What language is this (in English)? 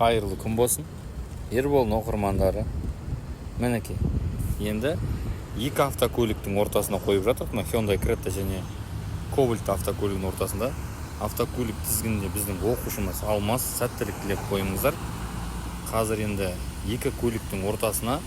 Kazakh